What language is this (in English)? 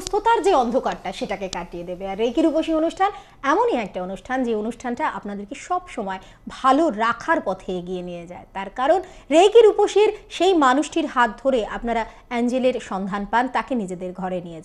Bangla